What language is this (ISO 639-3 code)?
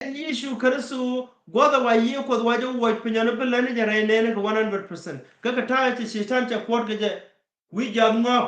nus